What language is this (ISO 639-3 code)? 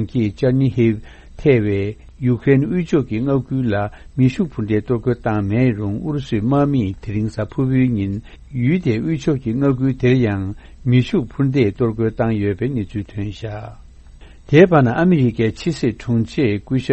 bod